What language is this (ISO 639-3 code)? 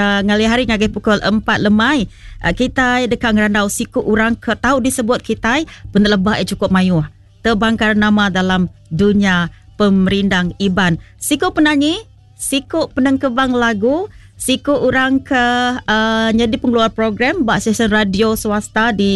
iba